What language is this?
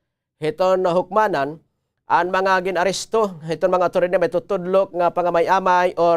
Waray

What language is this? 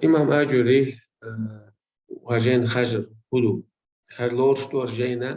Chechen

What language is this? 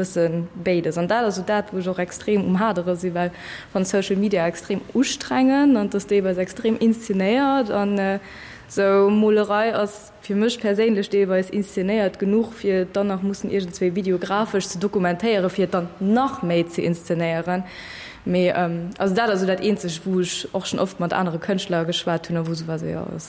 Luxembourgish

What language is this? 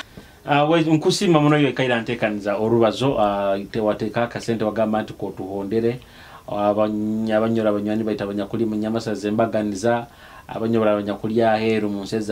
Nyoro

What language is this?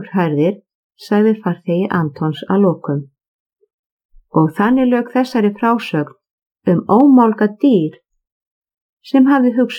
Icelandic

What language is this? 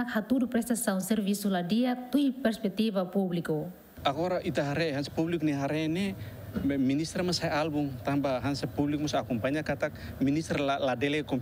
Tetum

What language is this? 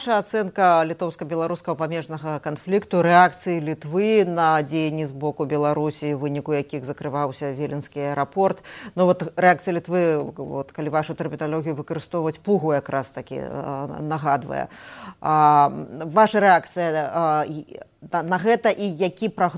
Belarusian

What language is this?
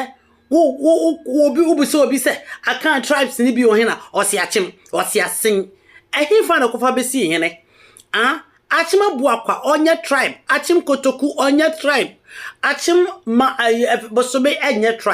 Akan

